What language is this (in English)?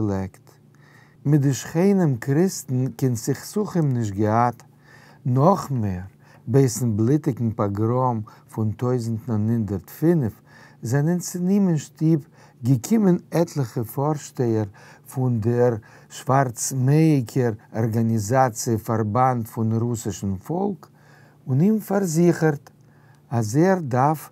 Yiddish